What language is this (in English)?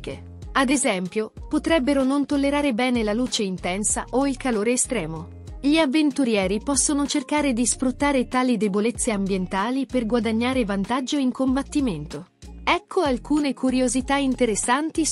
Italian